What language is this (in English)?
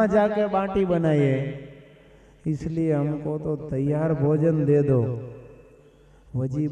Gujarati